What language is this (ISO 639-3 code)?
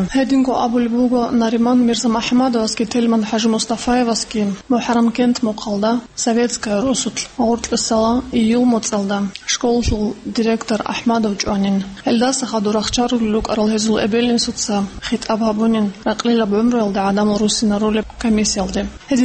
ava